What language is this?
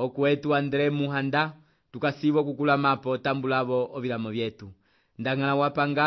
Umbundu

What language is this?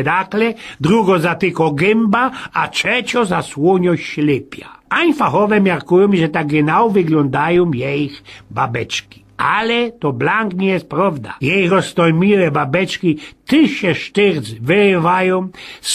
Silesian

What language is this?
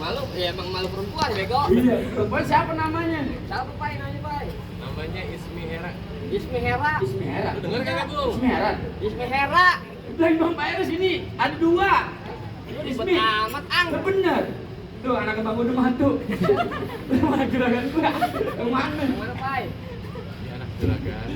Betawi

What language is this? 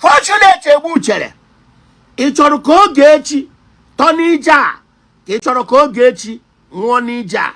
Igbo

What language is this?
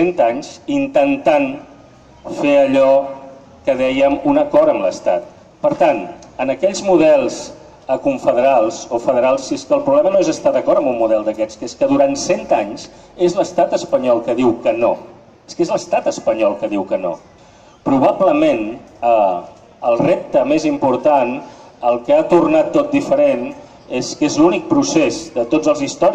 Catalan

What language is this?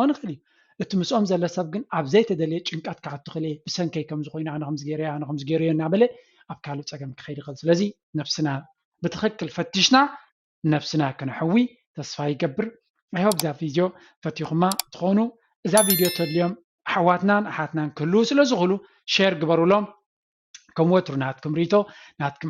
Tigrinya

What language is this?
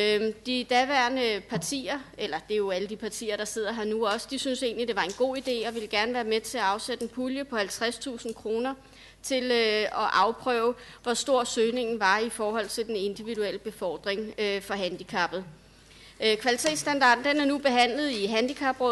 Danish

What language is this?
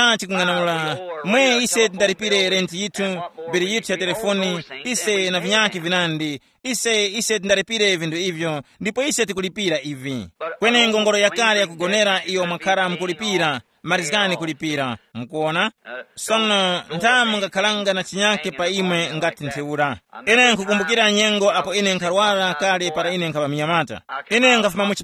Tumbuka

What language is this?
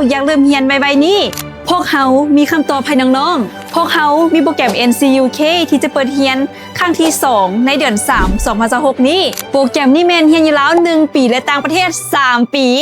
Lao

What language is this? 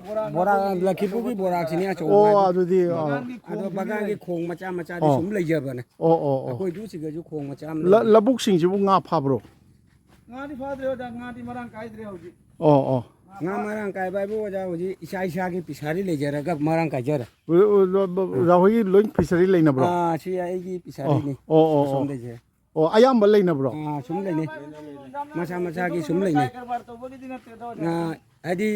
Manipuri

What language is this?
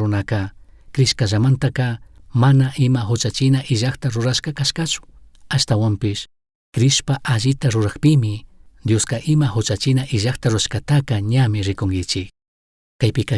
Chimborazo Highland Quichua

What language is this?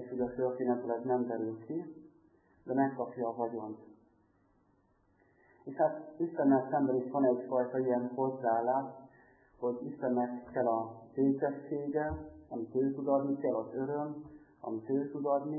Hungarian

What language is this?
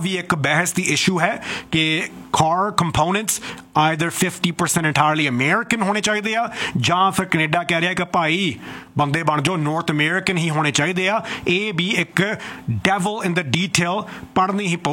Punjabi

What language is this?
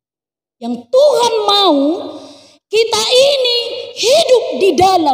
Batak Toba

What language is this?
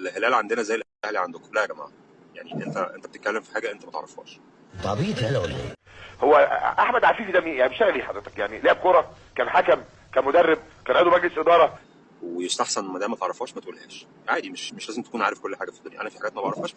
Egyptian Arabic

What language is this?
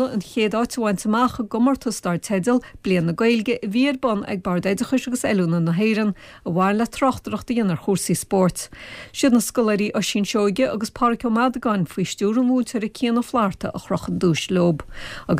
Irish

